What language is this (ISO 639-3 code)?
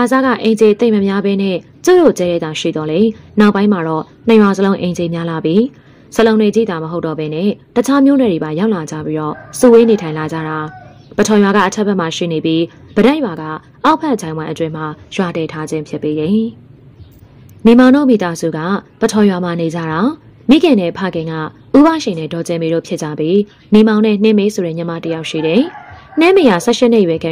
mya